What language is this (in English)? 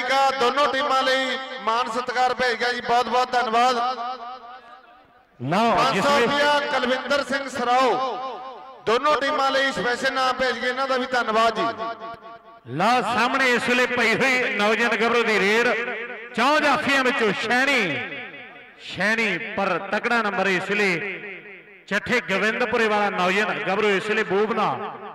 Punjabi